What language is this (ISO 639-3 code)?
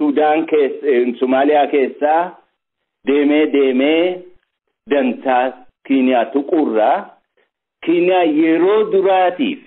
orm